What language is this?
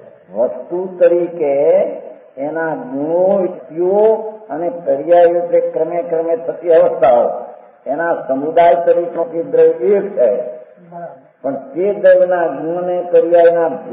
Gujarati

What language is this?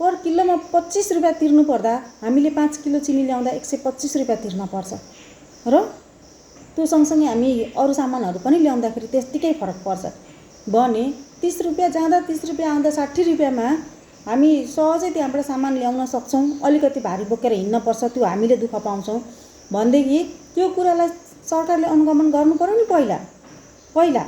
Nepali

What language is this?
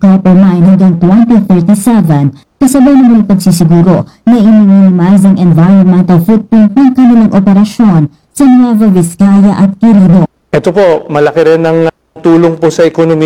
Filipino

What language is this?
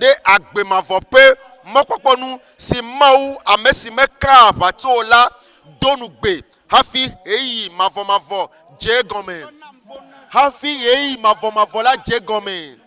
Ewe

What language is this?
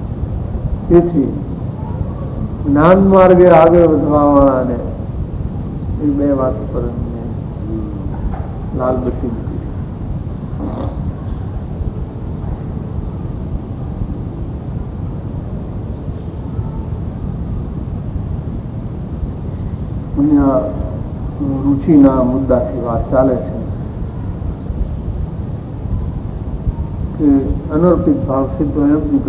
Gujarati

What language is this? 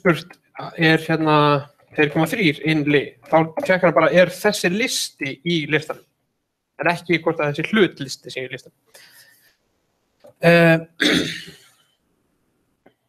Icelandic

